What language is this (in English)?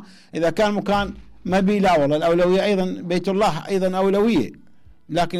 Mesopotamian Arabic